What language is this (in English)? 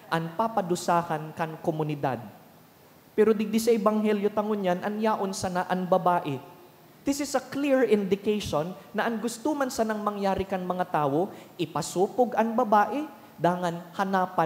Bikol